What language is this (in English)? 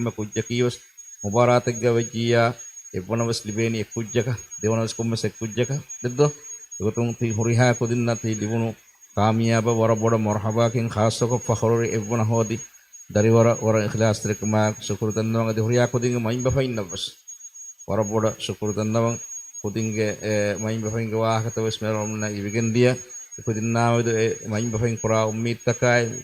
Divehi